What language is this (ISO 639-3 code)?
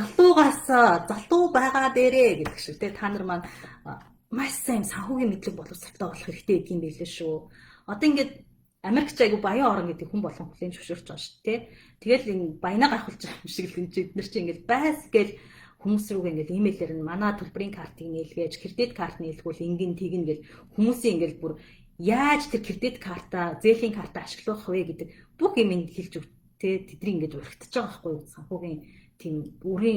mon